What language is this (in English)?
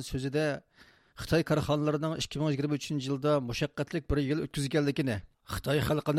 Uyghur